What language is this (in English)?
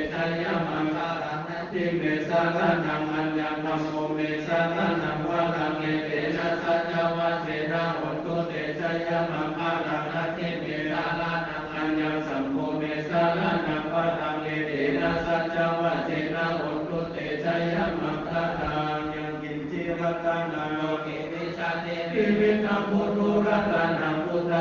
Pali